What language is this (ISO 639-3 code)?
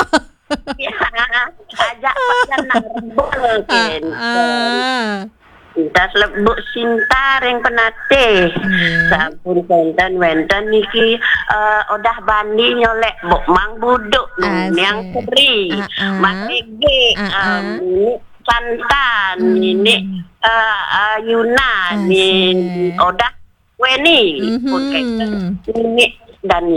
ban